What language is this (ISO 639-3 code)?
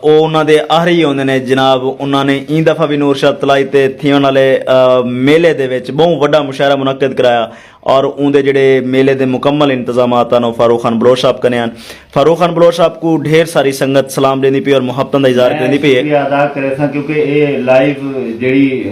skr